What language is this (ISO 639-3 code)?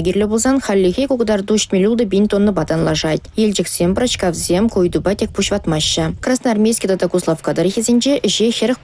chv